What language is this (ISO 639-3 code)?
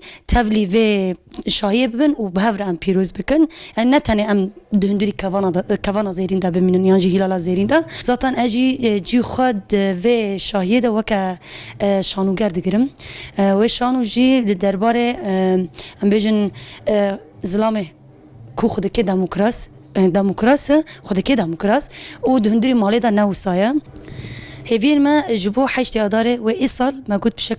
kur